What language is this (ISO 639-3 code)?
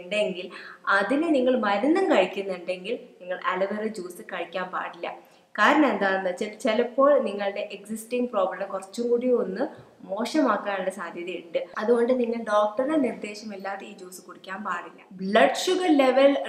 mal